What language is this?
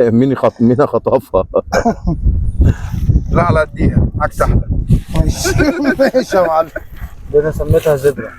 Egyptian Arabic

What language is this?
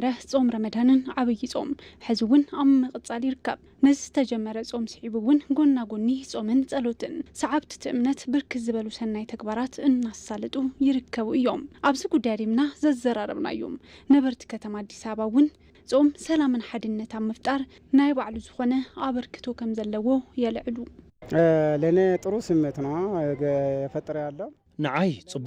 Tigrinya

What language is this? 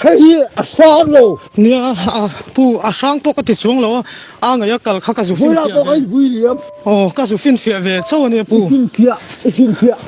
Mizo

